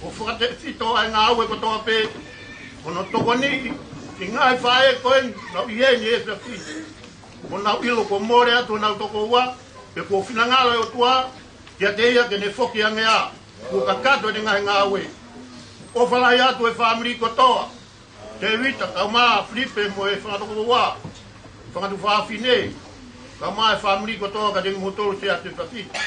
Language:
Tongan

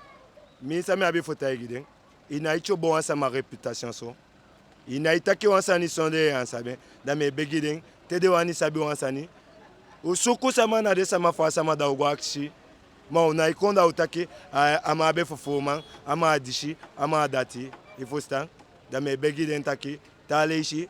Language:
Eastern Maroon Creole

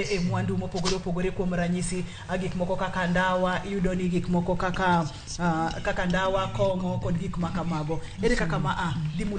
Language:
Luo (Kenya and Tanzania)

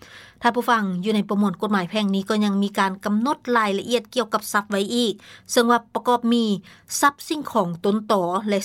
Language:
Lao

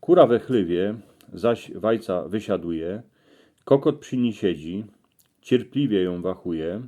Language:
Silesian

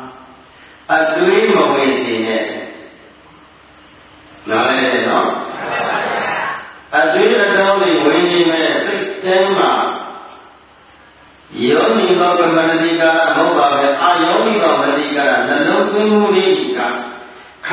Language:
Burmese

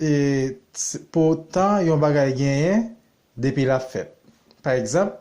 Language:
Haitian Creole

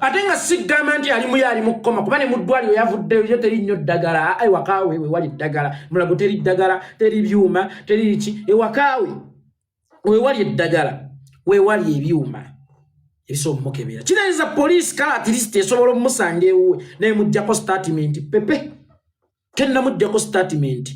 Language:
Ganda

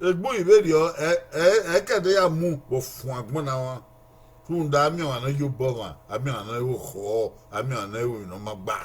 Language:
Bini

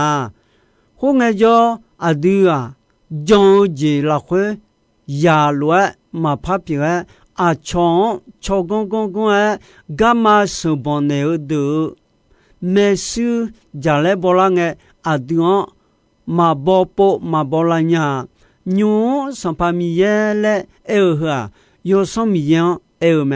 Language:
Akha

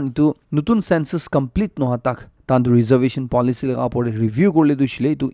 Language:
Naga Pidgin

